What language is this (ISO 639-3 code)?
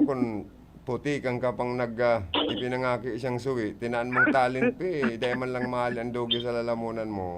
bik